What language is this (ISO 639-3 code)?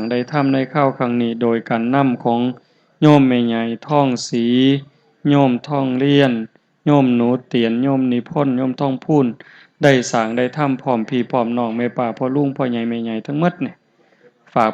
tts